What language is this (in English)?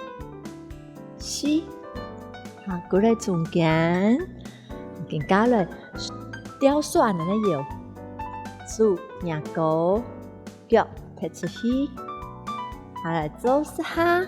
Hakka Chinese